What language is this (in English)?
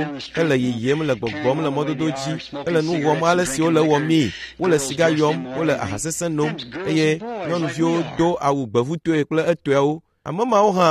Ewe